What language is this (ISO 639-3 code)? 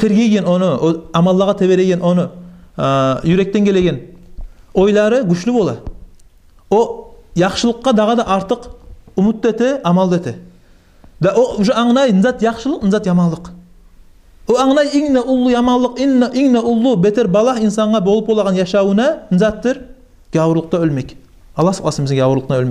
kum